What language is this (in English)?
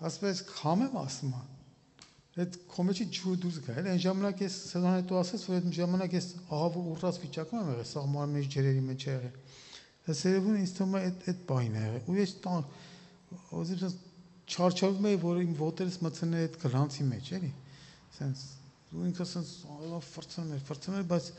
Armenian